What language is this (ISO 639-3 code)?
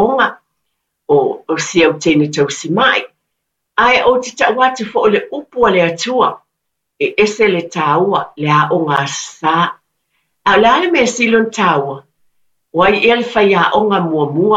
smo